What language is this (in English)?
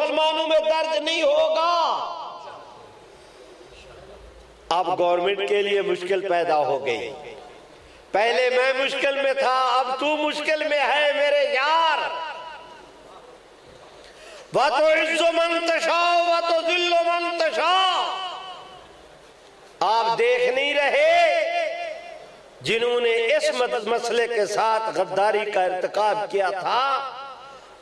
Urdu